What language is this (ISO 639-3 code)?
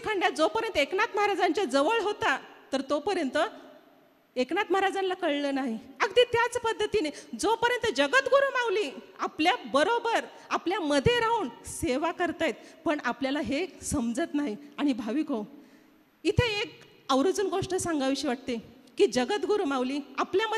mar